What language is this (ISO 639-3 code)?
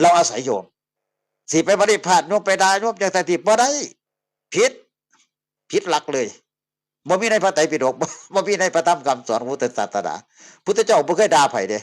tts